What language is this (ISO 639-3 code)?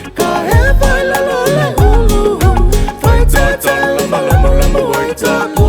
smo